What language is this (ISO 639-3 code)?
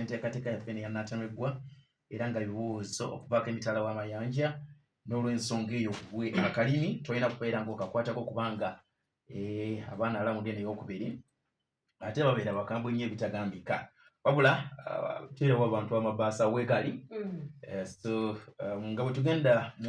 lug